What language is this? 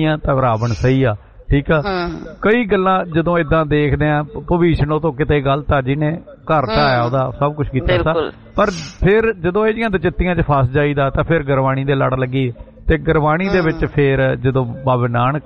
Punjabi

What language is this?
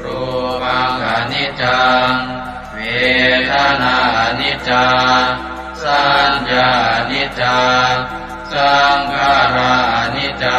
Pali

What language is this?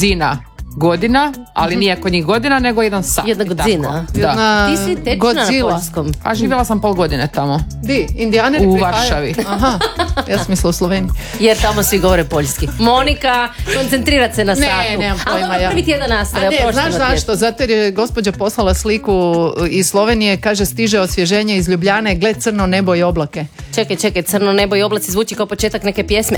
Croatian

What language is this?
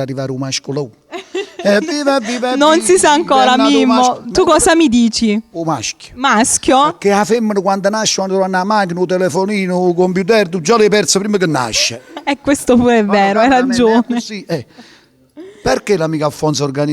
Neapolitan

